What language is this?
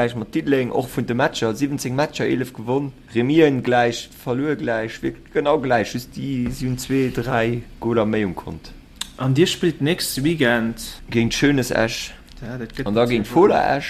Luxembourgish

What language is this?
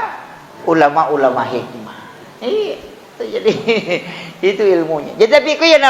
Buginese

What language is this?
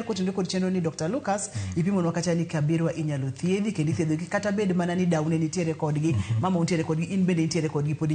Luo (Kenya and Tanzania)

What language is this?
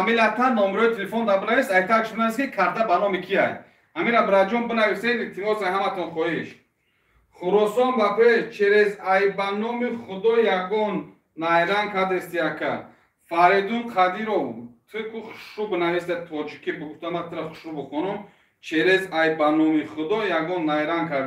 Tajik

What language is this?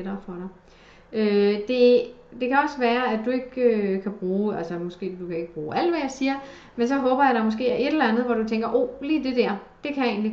Danish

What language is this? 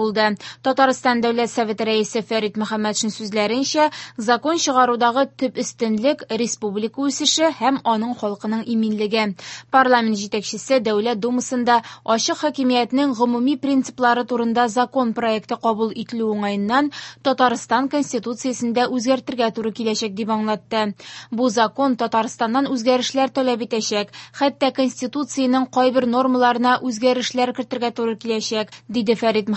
Tatar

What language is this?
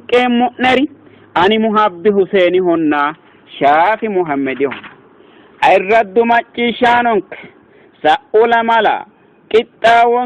Sidamo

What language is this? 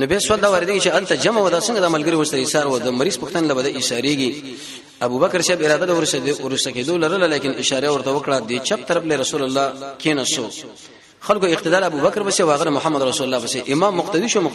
Pashto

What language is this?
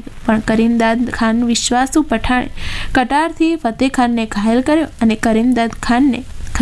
Gujarati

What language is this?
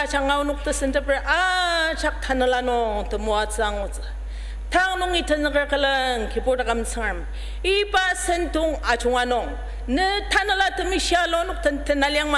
Ao Naga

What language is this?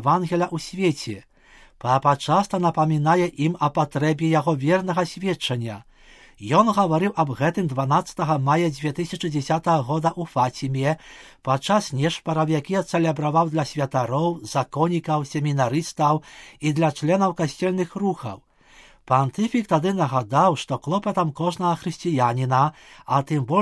Belarusian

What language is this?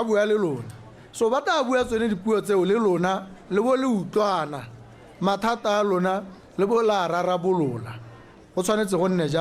Tswana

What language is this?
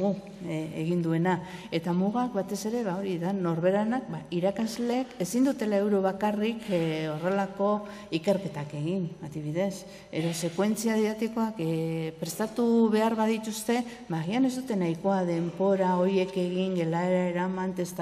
Basque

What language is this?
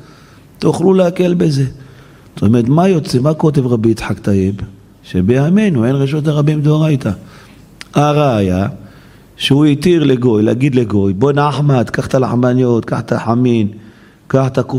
Hebrew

